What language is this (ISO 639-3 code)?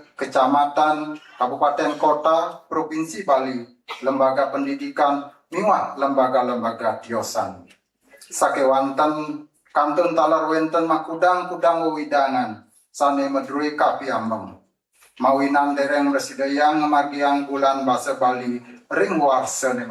ban